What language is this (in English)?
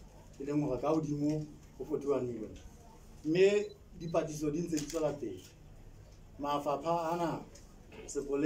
Southern Sotho